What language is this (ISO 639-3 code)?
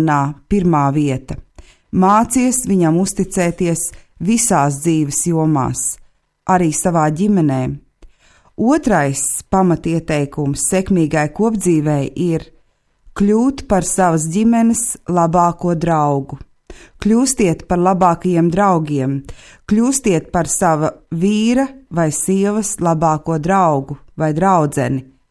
lav